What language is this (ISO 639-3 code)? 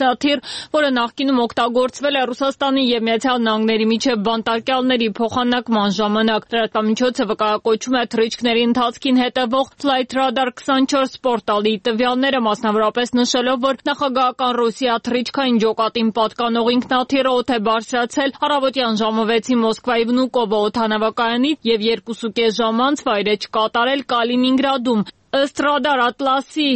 hye